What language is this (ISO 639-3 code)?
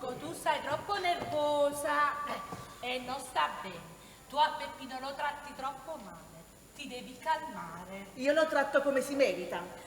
nap